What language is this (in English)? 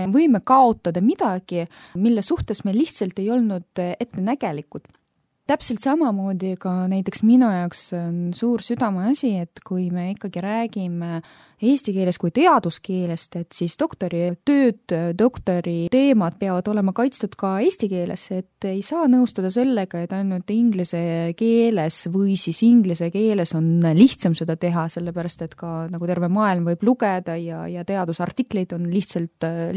Estonian